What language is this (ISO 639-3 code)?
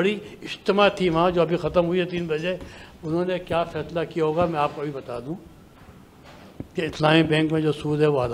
urd